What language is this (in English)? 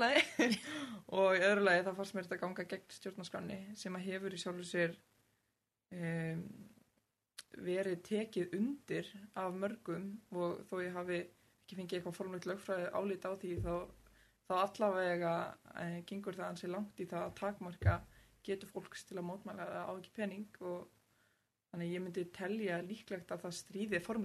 Icelandic